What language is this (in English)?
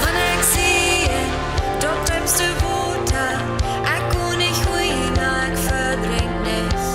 Plautdietsch